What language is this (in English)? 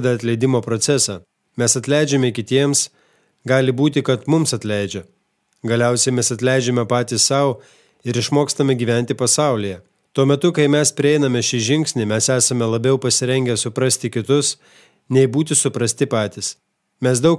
Lithuanian